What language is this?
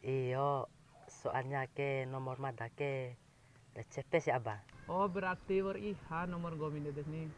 Bima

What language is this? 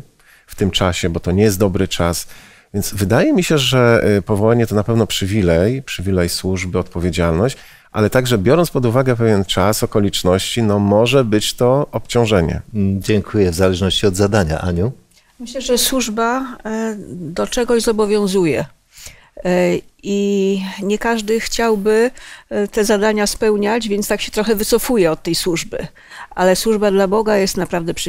Polish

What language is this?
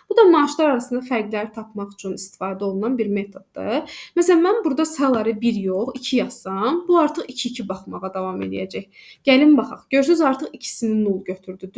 Azerbaijani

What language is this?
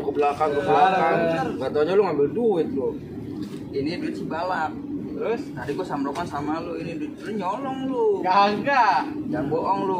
Betawi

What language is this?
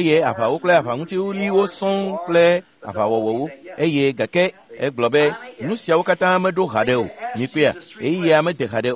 Ewe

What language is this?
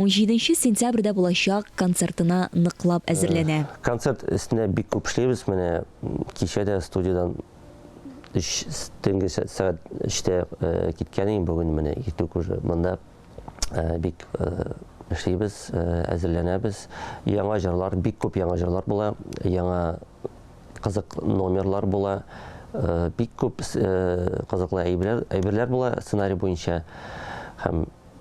Tatar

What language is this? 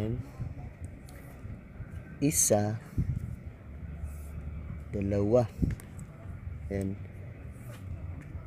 Filipino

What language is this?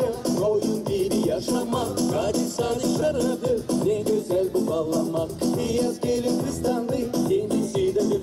Gagauz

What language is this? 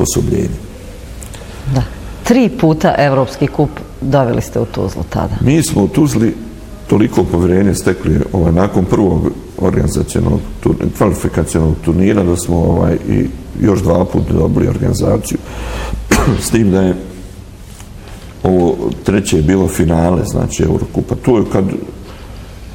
Bosnian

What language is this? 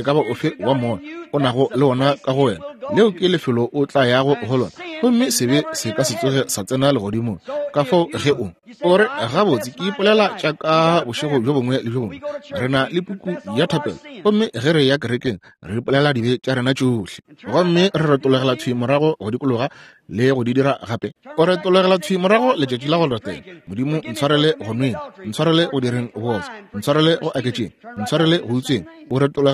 Northern Sotho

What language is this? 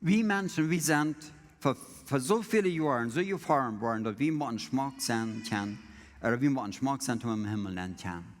Plautdietsch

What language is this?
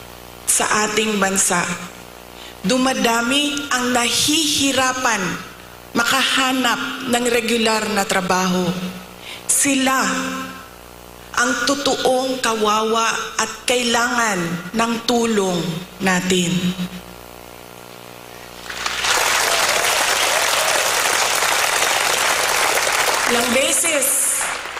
Filipino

